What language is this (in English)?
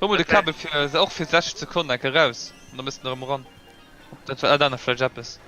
Luxembourgish